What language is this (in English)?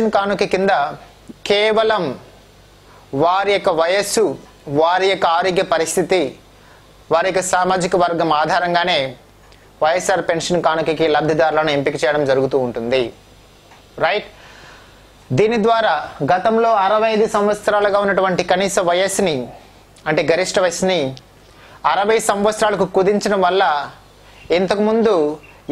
Telugu